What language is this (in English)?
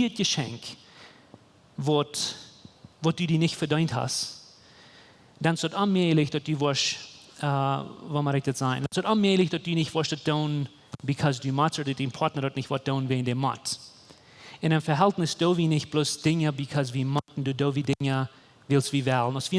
Plautdietsch